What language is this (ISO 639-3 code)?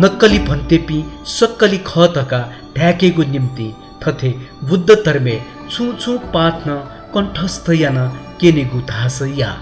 new